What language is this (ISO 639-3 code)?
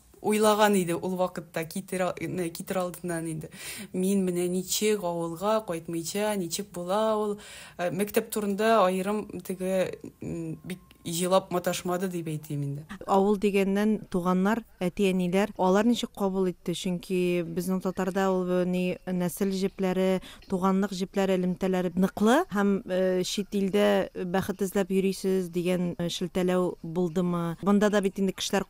tat